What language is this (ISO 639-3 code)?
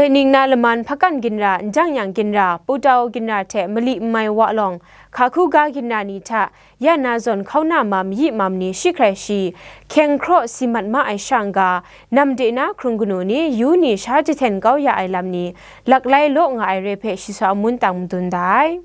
kac